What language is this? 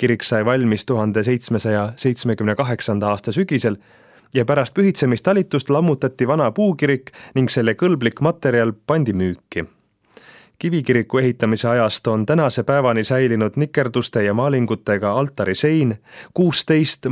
Estonian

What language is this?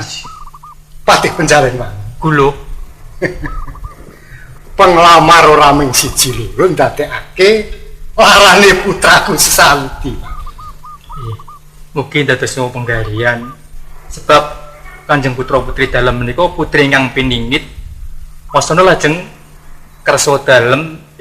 Javanese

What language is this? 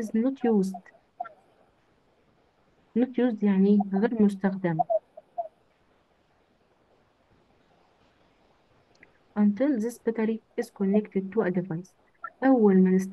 Egyptian Arabic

